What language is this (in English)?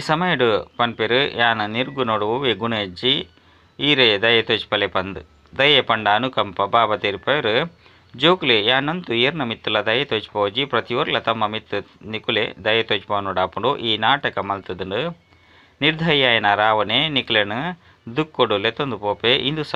Tulu